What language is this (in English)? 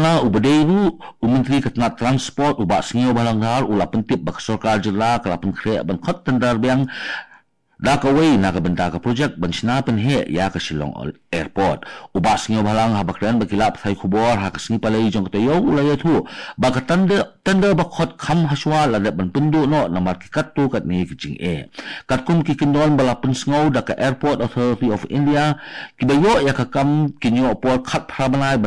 Khasi